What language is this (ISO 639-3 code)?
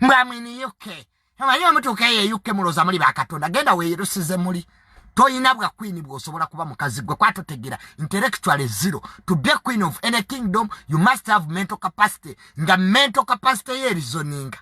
lug